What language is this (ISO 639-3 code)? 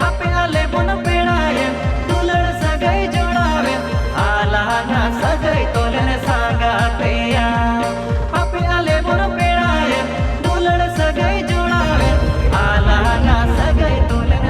sat